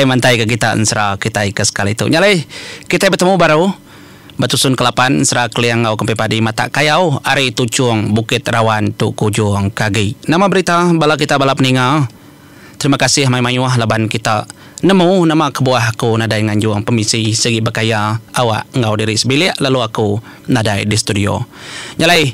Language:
Iban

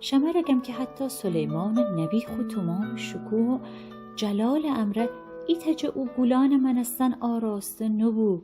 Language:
Gilaki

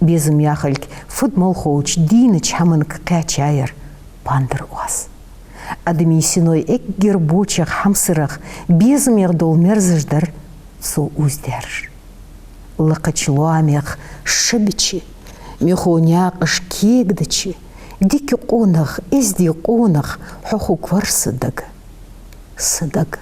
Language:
Ingush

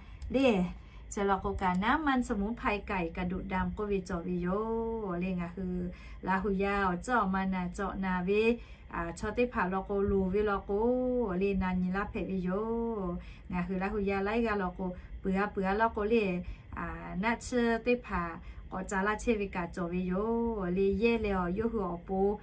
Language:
Lahu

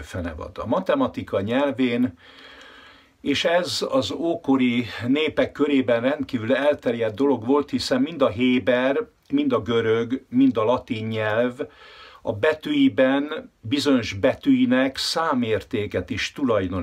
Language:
Hungarian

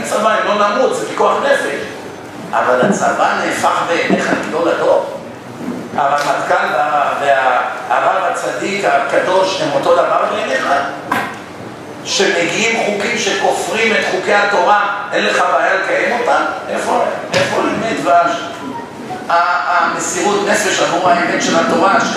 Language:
Hebrew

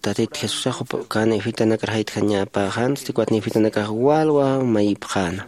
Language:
Aymara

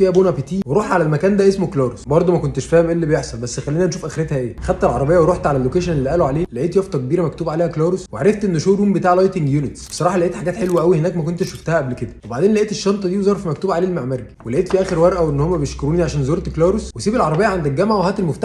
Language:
Egyptian Arabic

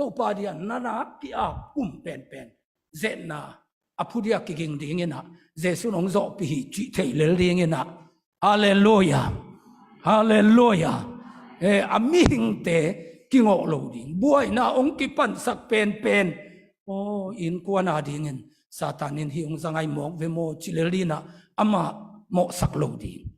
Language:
Tedim Chin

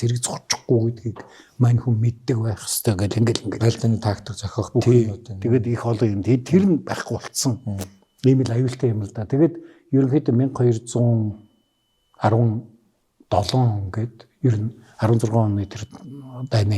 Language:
Mongolian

